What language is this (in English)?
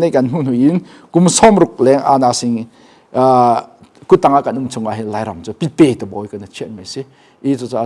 Hakha Chin